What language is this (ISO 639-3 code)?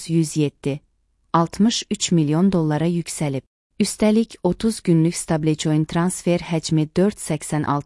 aze